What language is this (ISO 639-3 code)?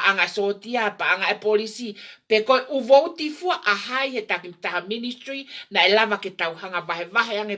ton